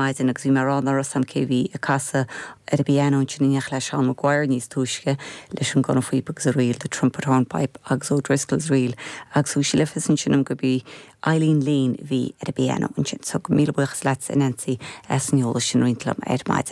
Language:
Irish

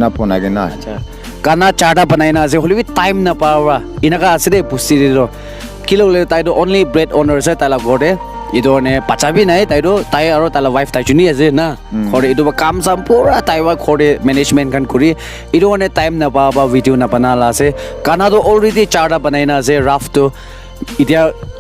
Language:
Naga Pidgin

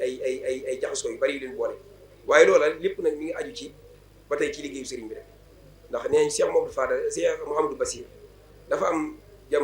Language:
Wolof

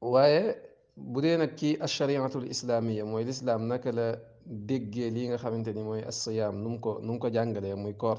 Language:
Wolof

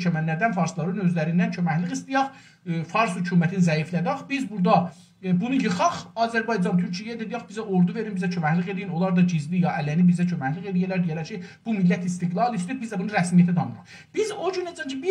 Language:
South Azerbaijani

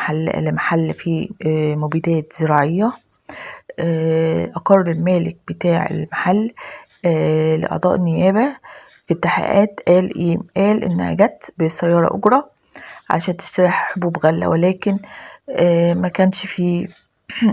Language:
Egyptian Arabic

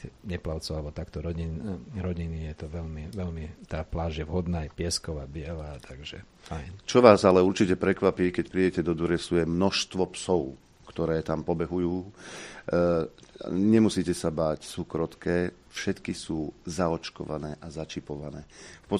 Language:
Slovak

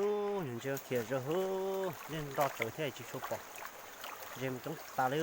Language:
Hmong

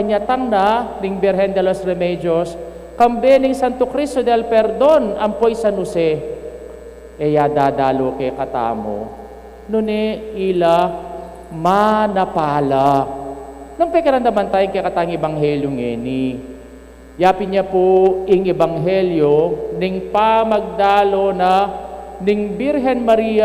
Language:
Pampanga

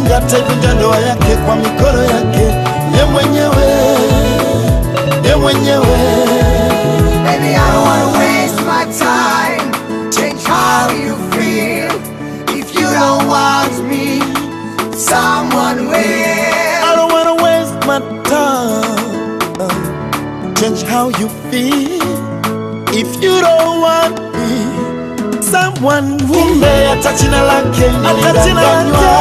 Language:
Swahili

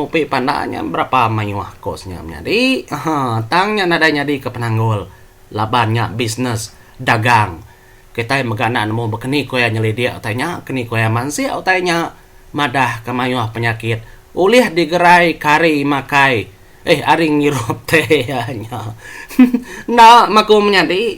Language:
Iban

